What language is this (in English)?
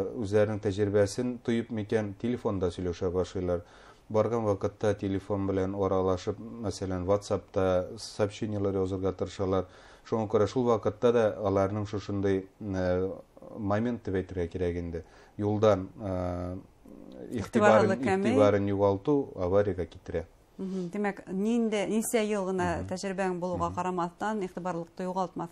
Bashkir